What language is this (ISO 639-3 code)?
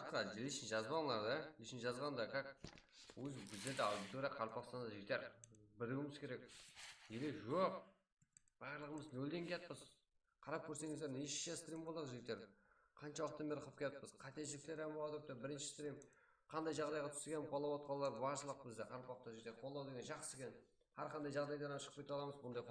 kaa